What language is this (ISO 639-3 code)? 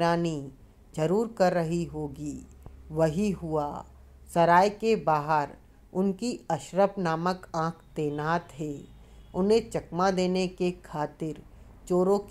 hin